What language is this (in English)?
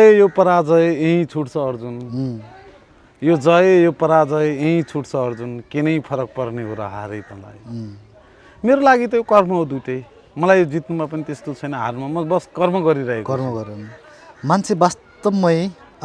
Nepali